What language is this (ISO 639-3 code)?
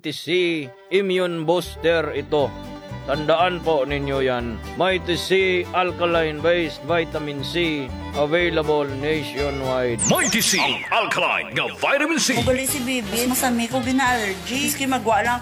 hil